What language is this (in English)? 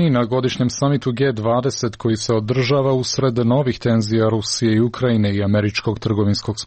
Croatian